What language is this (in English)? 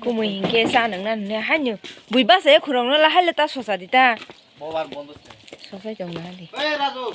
Kok Borok